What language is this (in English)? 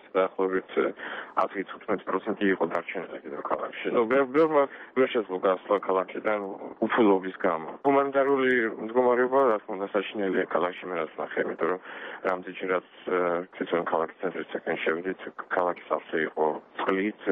Georgian